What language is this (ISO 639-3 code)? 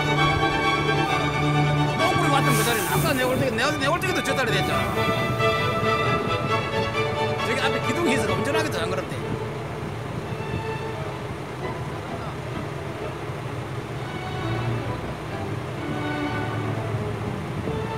kor